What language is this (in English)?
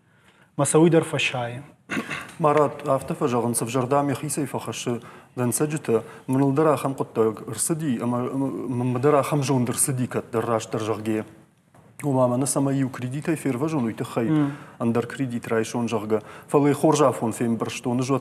Ossetic